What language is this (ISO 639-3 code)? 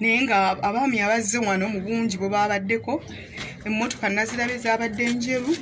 lug